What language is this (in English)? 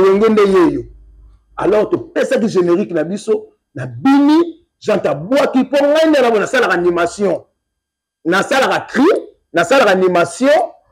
Lingala